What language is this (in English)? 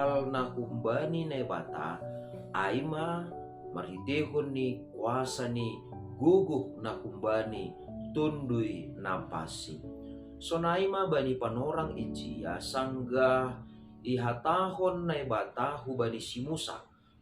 Batak Simalungun